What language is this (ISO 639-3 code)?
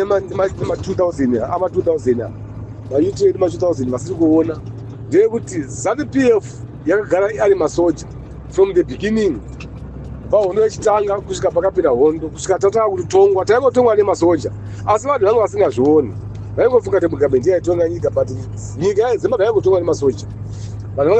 sna